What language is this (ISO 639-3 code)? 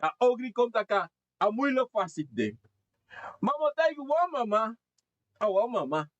srn